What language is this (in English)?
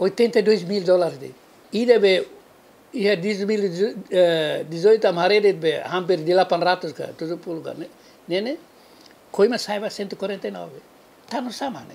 Tetum